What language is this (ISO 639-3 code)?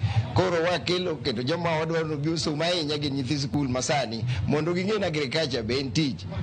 luo